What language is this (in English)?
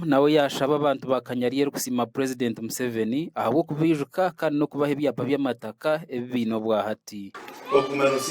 Nyankole